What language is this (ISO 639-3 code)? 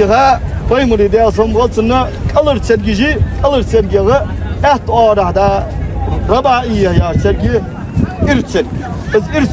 inh